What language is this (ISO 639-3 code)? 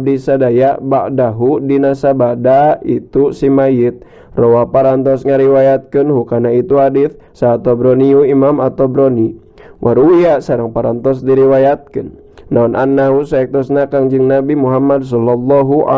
sun